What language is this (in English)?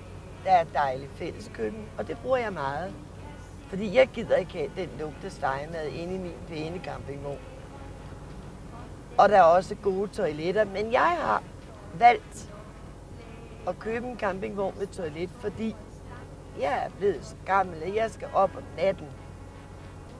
Danish